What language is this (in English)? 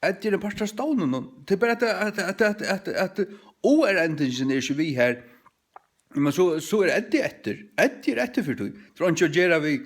Faroese